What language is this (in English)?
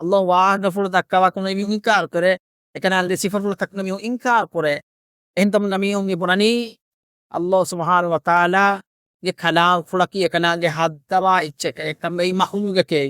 Divehi